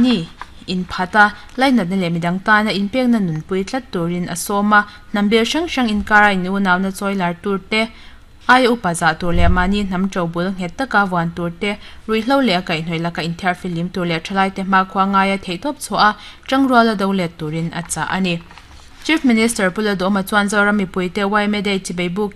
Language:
Mizo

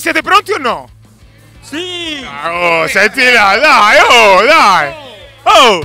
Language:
Italian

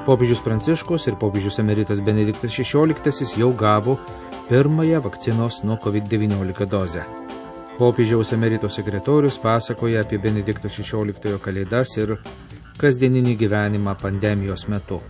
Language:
Lithuanian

